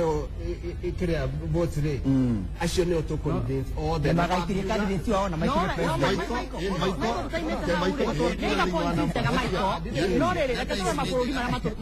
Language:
Kikuyu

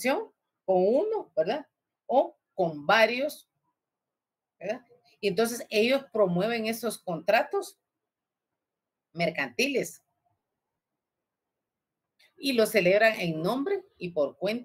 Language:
Spanish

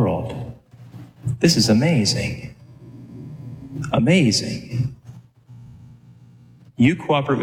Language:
English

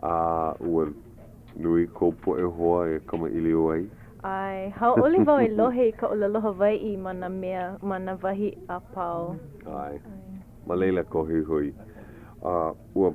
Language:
Hawaiian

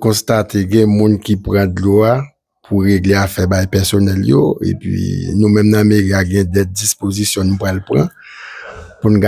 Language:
Haitian Creole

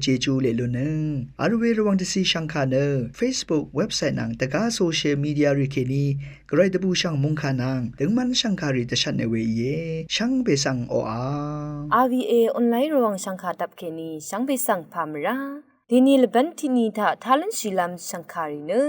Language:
Rawang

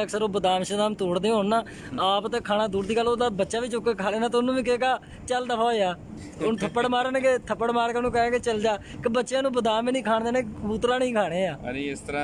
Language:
Punjabi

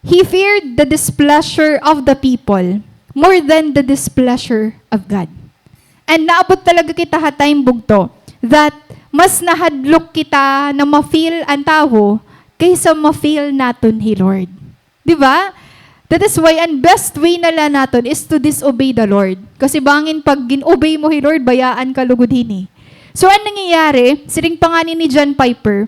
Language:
Waray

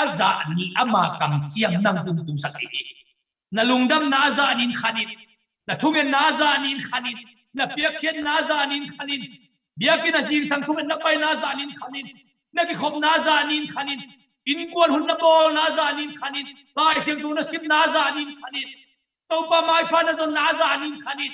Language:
Tedim Chin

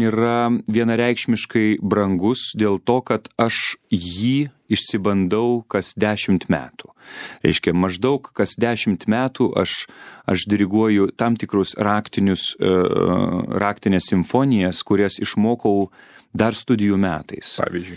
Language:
Lithuanian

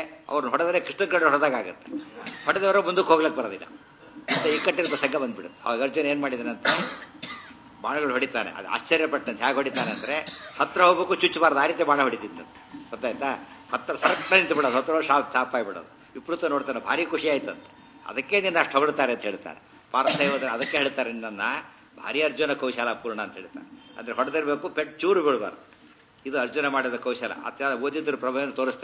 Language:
Kannada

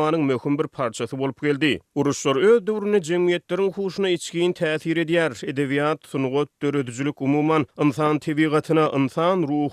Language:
Turkmen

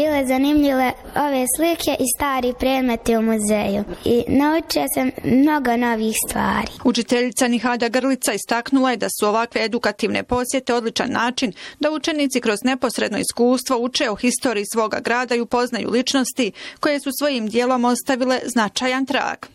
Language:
Bosnian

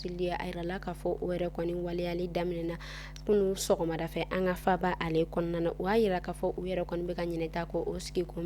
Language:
Bambara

